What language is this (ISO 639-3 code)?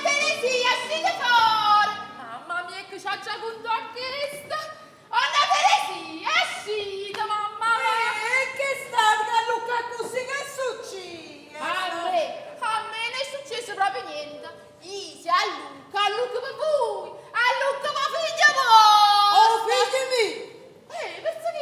nap